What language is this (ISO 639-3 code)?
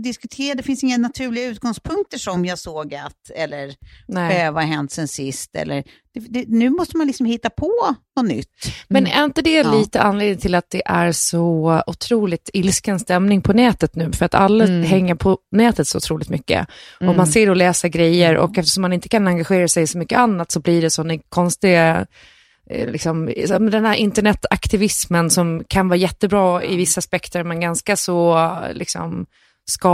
swe